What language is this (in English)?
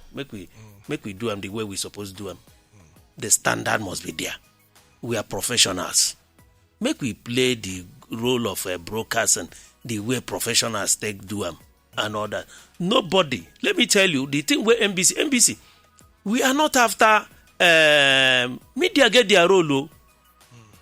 Nigerian Pidgin